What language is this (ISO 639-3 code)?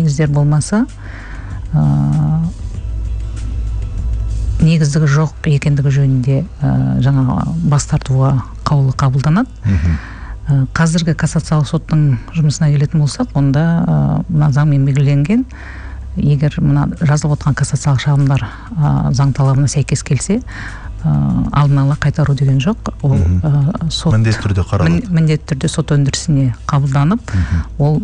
kaz